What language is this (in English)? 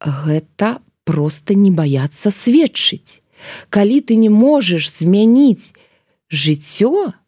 Belarusian